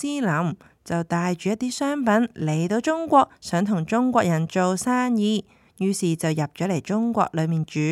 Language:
Cantonese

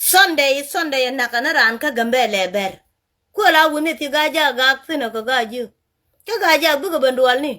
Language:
Nuer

